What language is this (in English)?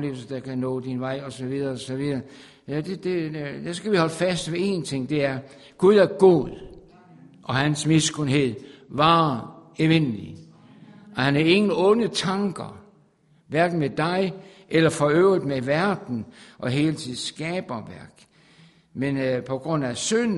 Danish